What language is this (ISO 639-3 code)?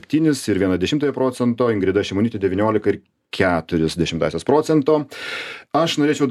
lit